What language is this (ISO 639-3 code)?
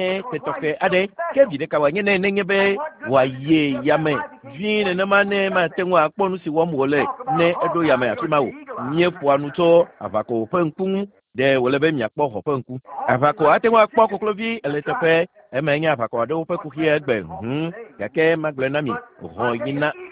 ewe